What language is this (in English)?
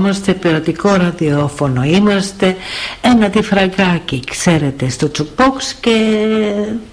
Greek